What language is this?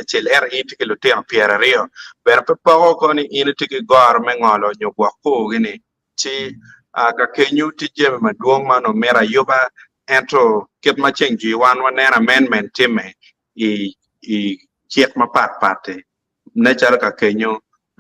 Acoli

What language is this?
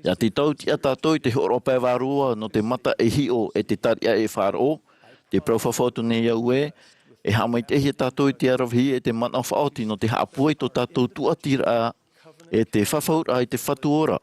Tahitian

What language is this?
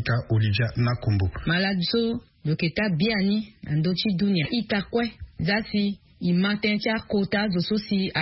Sango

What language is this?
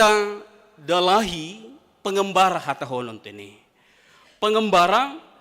Batak Simalungun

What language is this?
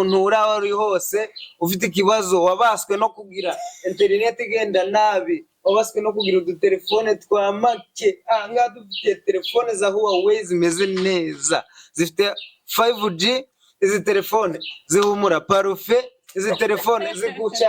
Kinyarwanda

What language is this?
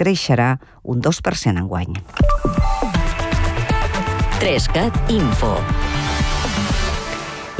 Catalan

